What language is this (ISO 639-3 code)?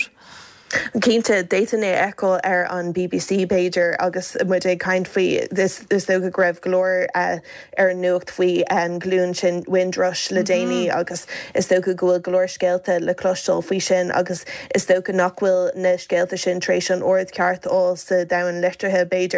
gle